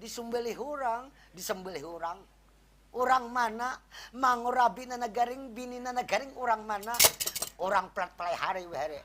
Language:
Banjar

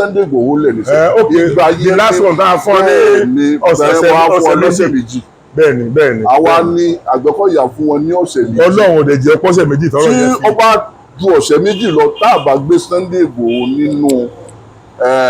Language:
Yoruba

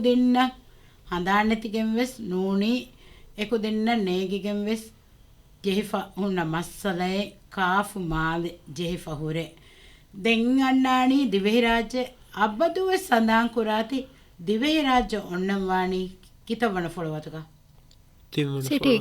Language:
Divehi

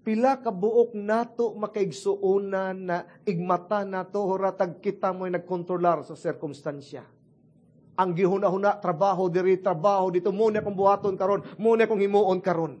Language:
Cebuano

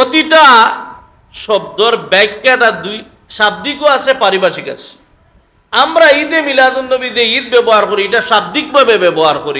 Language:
Sylheti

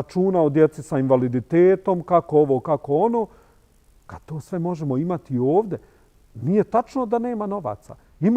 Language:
Bosnian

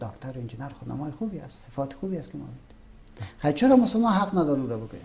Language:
Persian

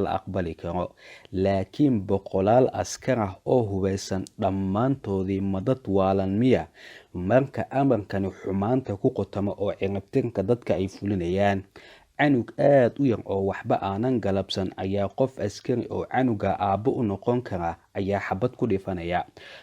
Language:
Somali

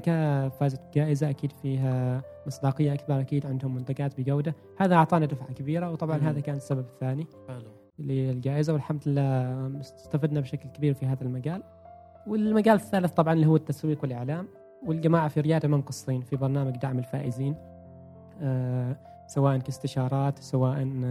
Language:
Gulf Arabic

